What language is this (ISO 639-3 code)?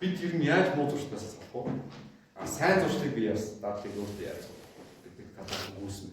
mon